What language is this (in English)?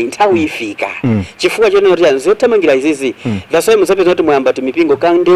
Nyanja